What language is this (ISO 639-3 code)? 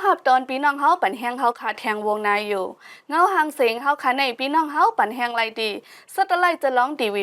shn